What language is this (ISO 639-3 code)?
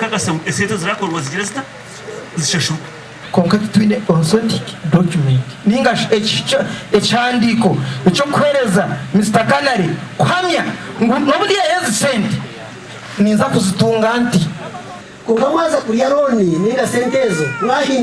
nyn